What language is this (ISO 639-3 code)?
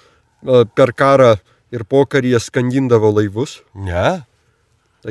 lit